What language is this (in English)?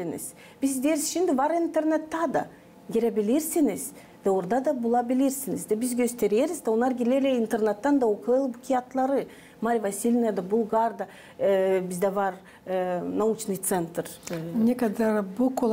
Gagauz